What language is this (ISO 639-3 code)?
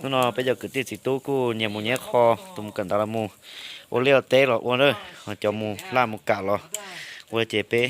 hmn